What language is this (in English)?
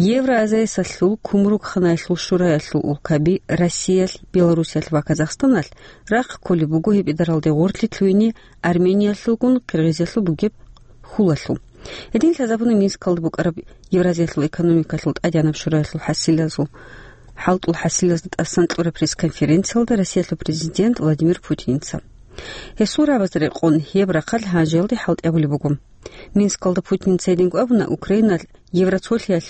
Avaric